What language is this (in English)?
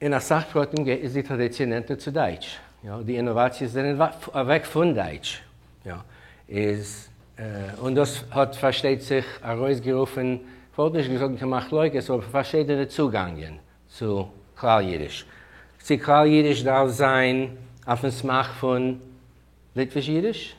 Yiddish